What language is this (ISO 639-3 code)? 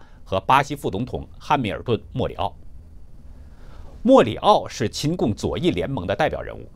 zho